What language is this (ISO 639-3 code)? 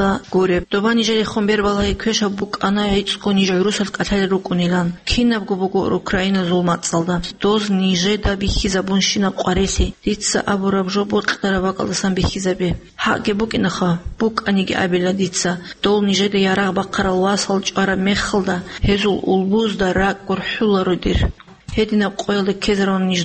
ava